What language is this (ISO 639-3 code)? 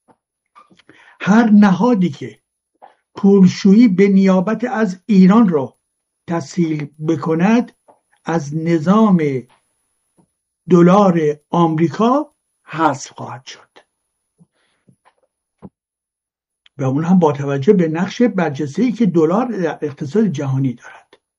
fas